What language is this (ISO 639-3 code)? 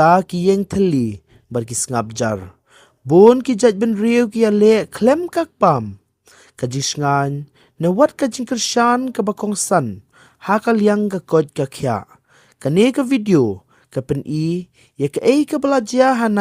kha